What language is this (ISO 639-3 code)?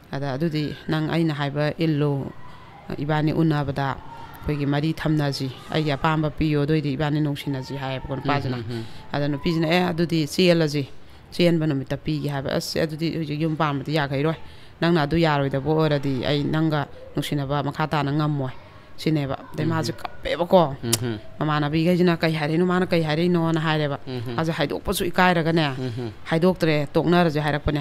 mni